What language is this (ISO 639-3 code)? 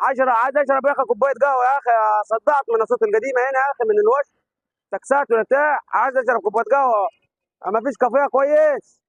arz